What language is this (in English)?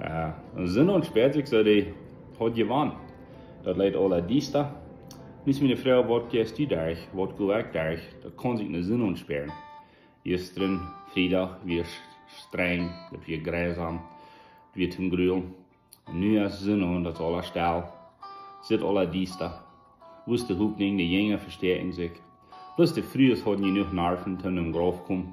Plautdietsch